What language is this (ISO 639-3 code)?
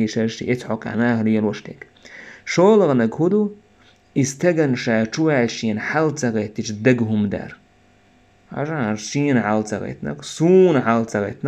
che